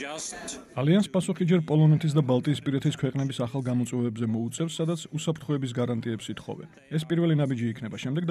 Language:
Georgian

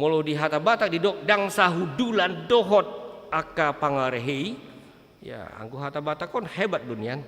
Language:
Batak Toba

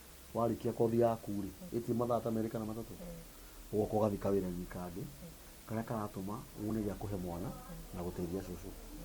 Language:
Kikuyu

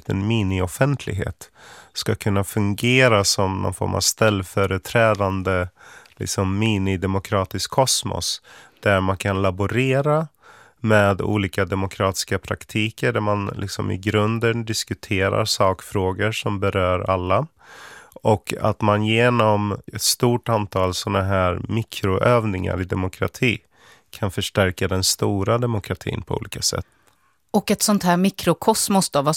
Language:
Swedish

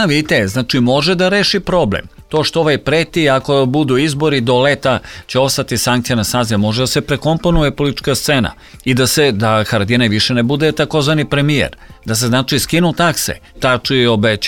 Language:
Serbian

